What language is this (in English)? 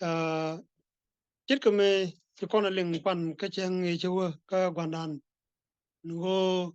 Nuer